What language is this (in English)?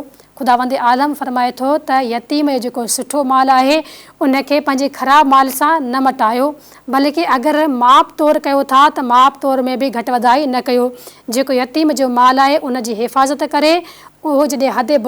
Sindhi